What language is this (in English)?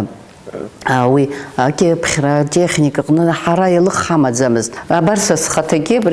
Abkhazian